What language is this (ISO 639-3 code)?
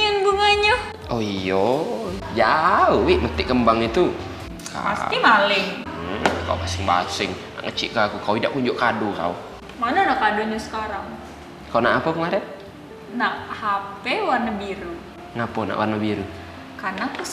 mui